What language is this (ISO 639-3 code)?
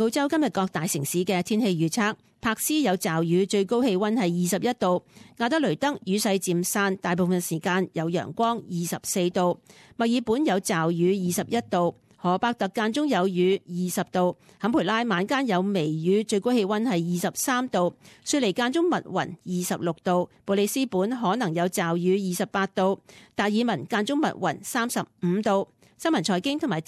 yue